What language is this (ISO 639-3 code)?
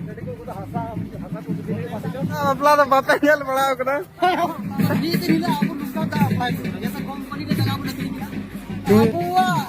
sat